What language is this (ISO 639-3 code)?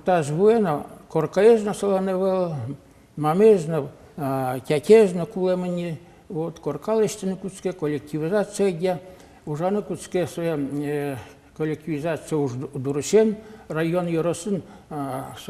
udm